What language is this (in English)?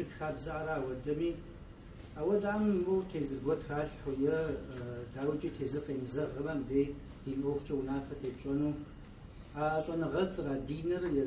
Kabardian